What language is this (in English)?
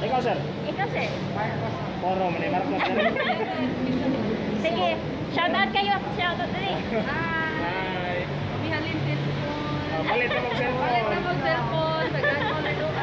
Cebuano